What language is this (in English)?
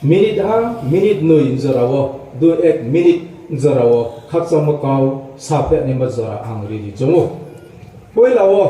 Riang (India)